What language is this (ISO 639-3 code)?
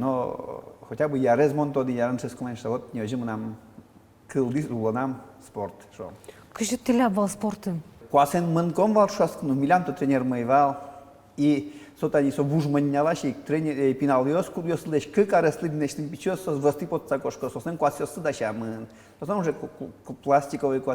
udm